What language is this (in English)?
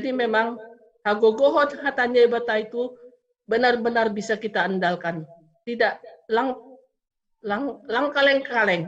Batak Simalungun